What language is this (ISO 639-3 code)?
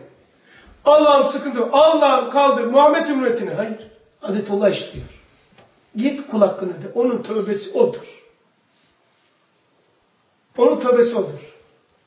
tur